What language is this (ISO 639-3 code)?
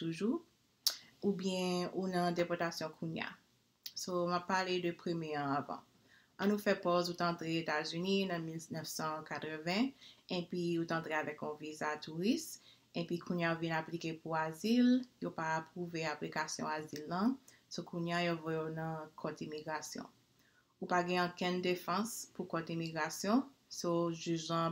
hat